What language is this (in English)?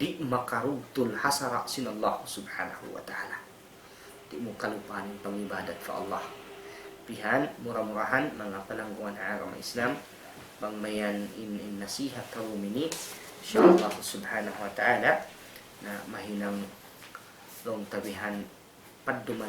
Tausug